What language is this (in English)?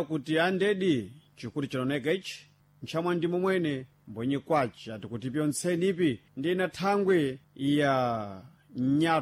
Sena